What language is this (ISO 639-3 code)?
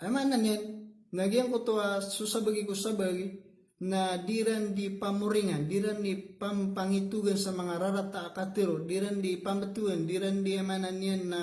mrw